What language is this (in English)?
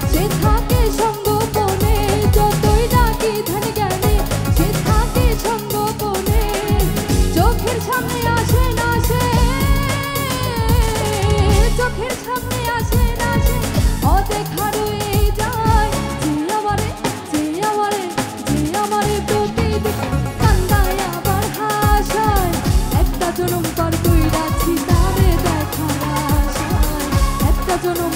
Bangla